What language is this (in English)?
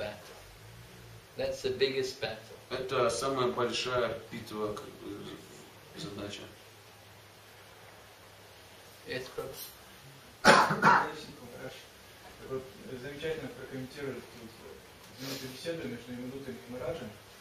Russian